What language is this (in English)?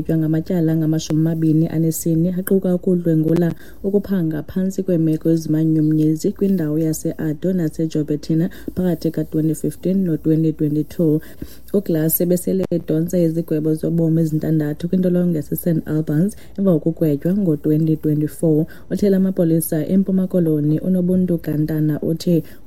Xhosa